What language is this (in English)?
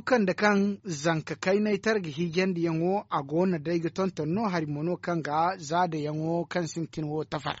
Zarma